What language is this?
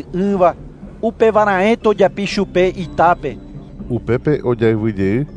Guarani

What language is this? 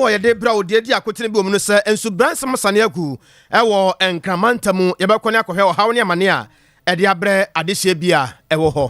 Akan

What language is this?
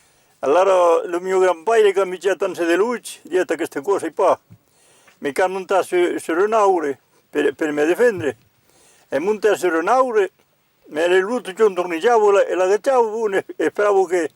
Occitan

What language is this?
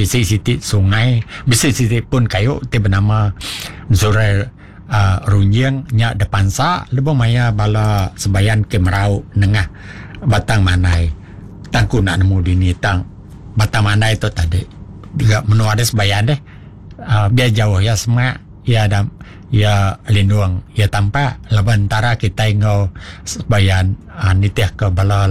Iban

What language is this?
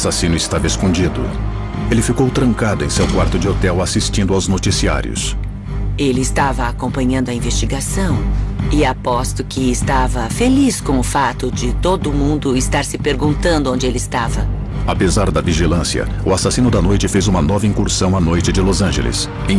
Portuguese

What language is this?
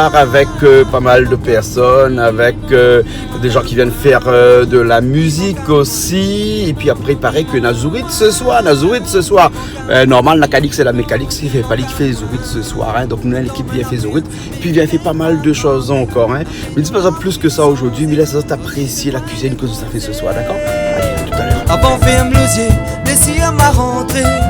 Réunion Creole French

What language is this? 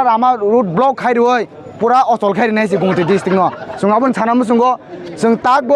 Kok Borok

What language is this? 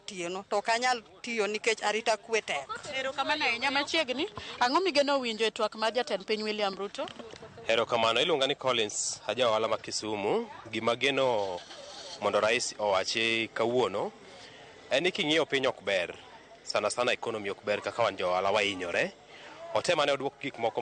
Luo (Kenya and Tanzania)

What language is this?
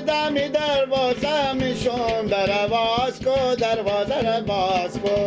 Persian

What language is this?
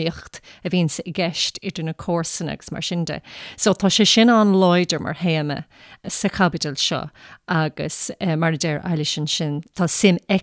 Irish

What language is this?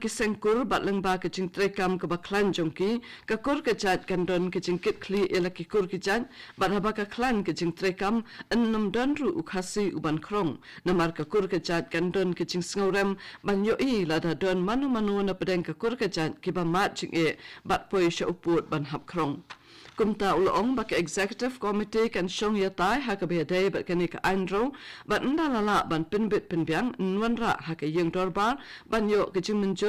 Khasi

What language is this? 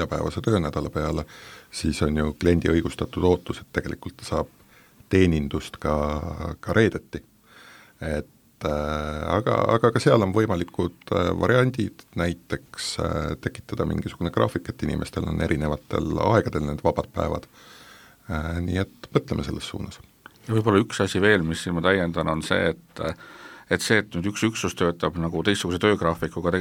Estonian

